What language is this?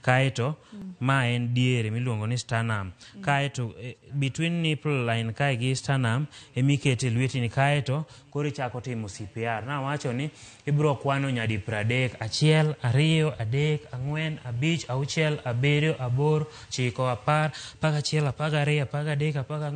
Luo (Kenya and Tanzania)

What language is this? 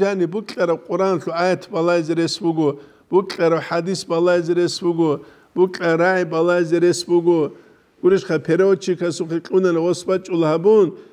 Avaric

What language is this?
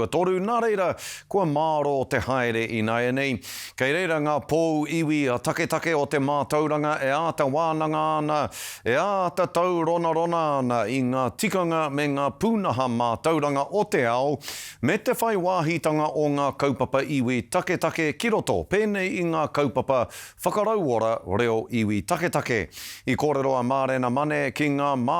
Māori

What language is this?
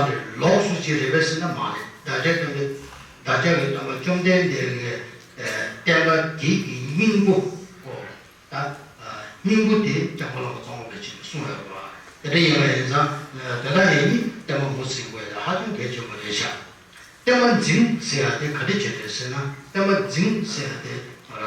Tibetan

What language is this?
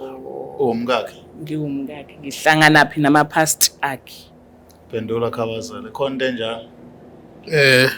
Zulu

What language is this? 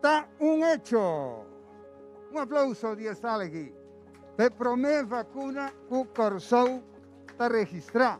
Papiamento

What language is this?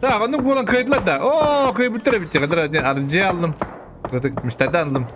Yakut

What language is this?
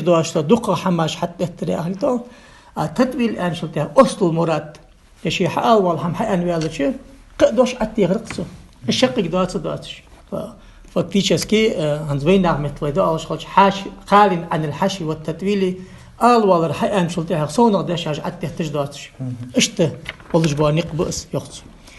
Ingush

